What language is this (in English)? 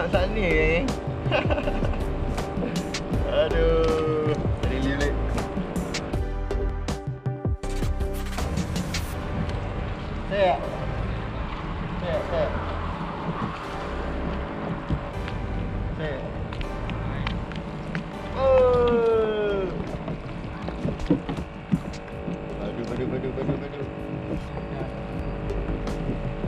Malay